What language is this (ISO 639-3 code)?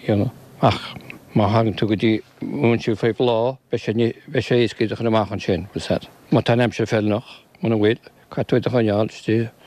gle